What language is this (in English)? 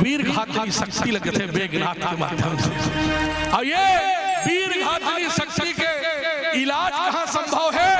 Chhattisgarhi